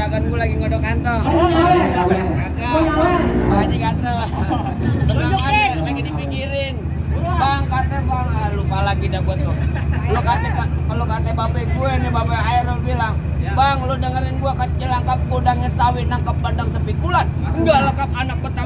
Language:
Betawi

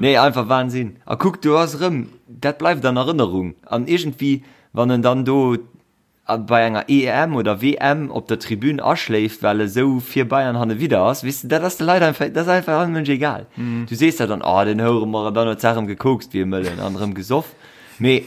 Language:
Luxembourgish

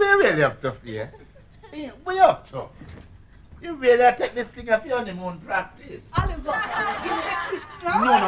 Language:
Jamaican Creole English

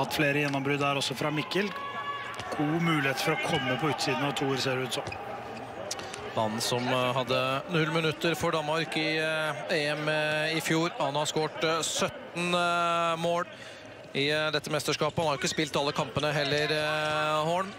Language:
Norwegian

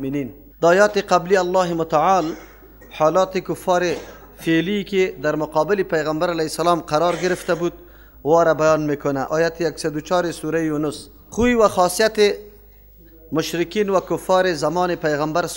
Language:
Persian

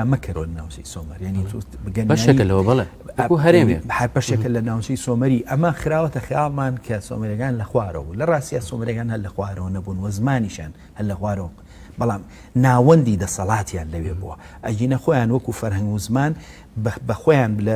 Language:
Central Kurdish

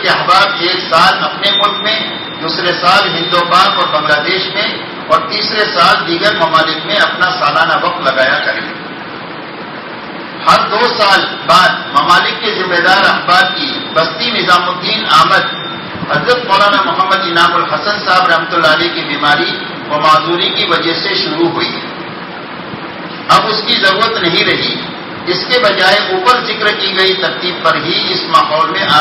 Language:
Urdu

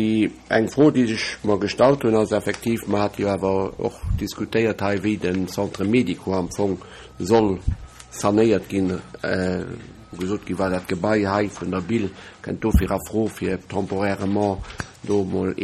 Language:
Luxembourgish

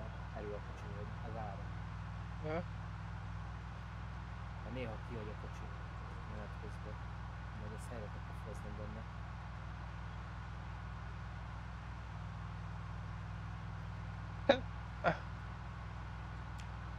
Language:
Hungarian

